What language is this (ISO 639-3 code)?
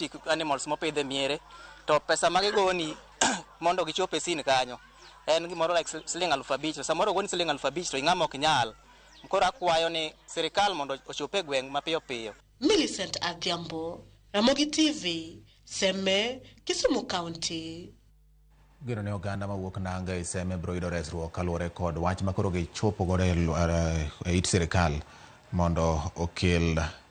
luo